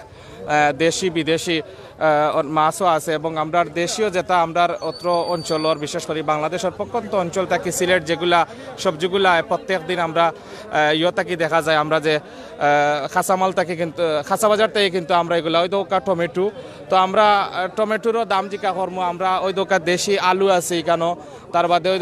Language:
Sylheti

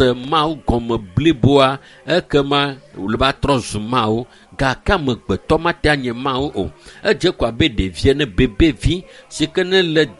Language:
Ewe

